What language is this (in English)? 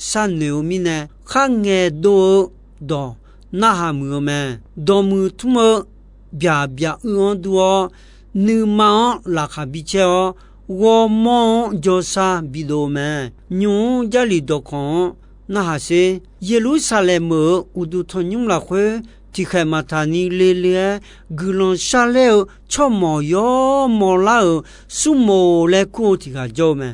Akha